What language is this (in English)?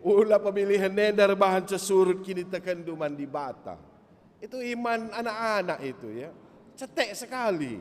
Batak Karo